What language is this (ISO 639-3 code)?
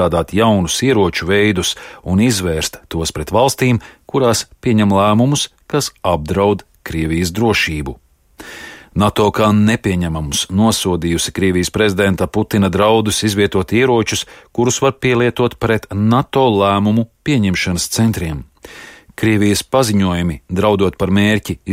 lav